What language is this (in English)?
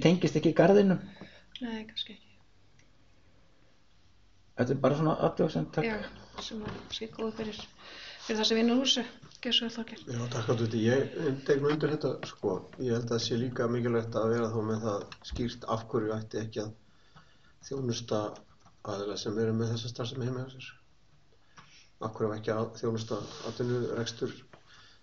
Icelandic